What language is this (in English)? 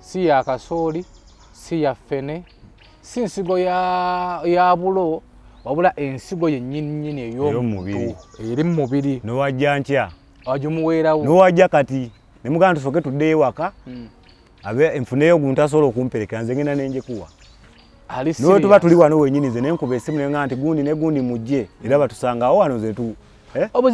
Ganda